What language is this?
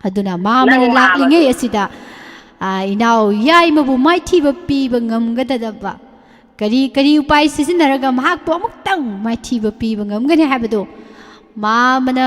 Manipuri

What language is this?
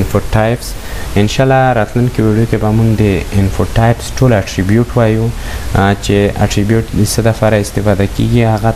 Pashto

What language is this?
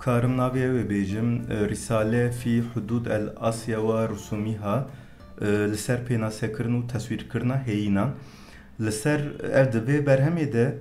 Kurdish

